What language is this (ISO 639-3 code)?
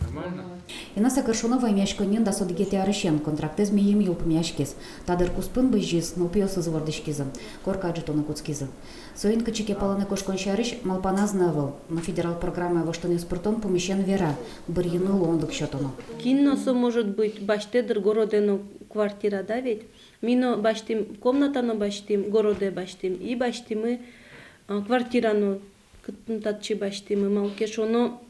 udm